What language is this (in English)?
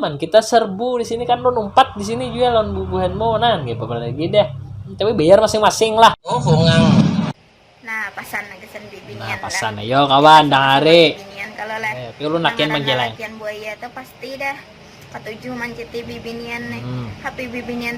Banjar